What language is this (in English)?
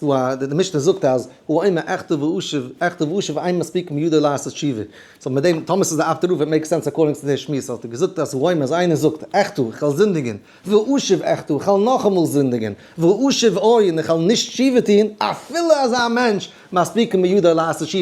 Yiddish